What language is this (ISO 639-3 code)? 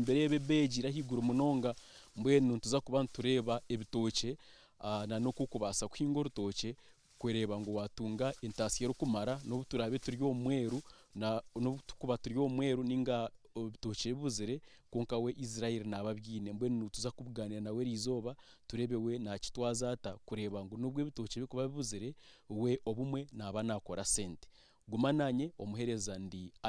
nyn